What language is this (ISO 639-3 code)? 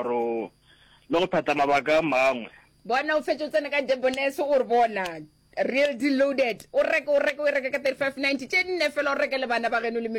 nso